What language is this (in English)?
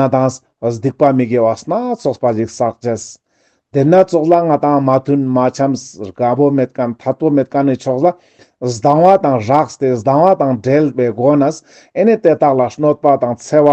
Ladakhi